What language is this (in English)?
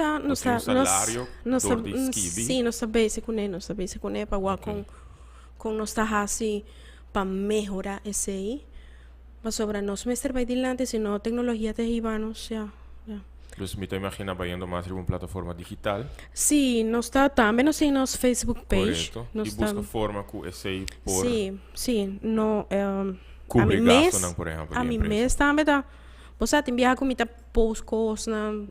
Papiamento